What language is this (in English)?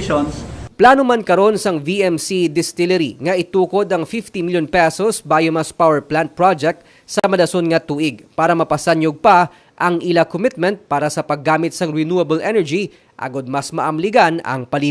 Hiligaynon